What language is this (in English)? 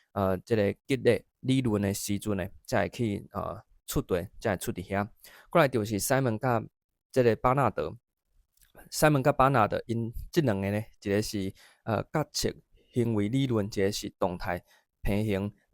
Min Nan Chinese